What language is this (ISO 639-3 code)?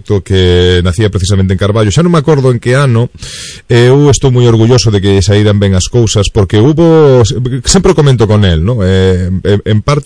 glg